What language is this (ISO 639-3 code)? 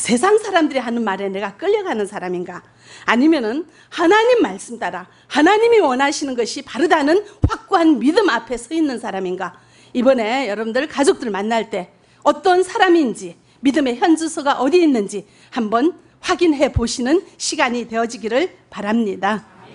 kor